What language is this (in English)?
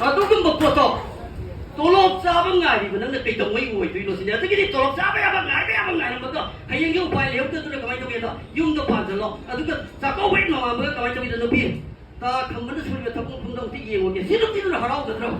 Manipuri